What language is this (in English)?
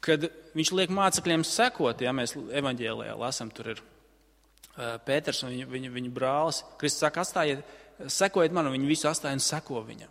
Latvian